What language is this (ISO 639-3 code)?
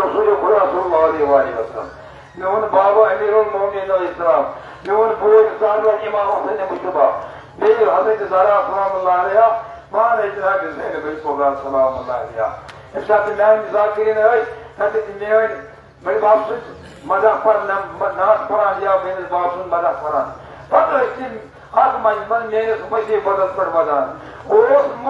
kas